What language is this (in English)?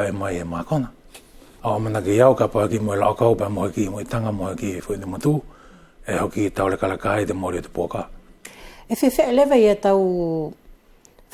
Wallisian